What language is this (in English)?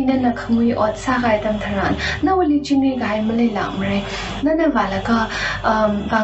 Tangkhul Naga (India)